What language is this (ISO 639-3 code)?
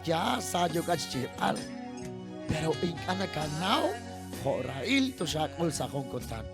kek